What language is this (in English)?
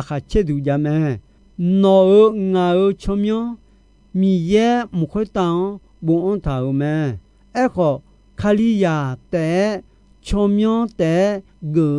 Akha